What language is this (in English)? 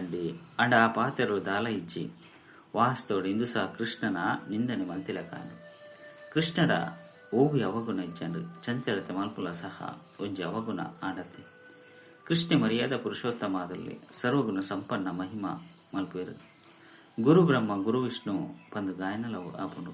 Tulu